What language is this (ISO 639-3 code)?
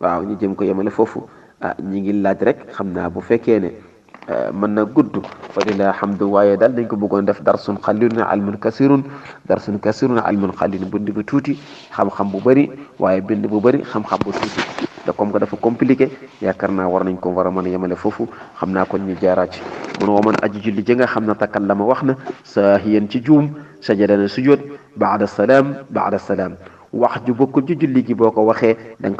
wol